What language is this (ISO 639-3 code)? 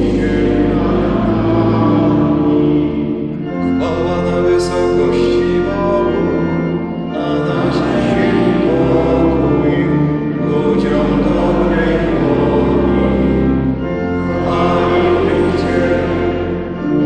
pol